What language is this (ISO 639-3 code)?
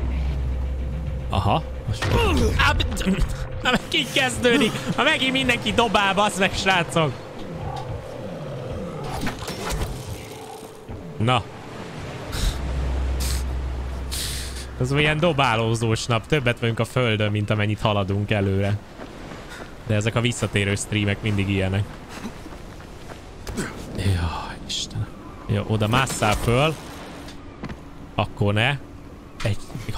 hun